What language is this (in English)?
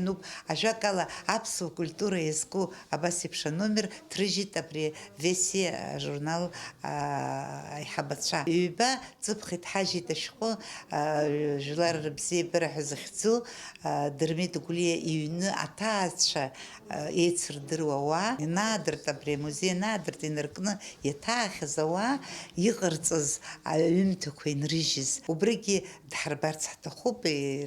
Abkhazian